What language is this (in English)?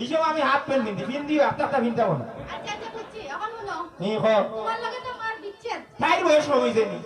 Sylheti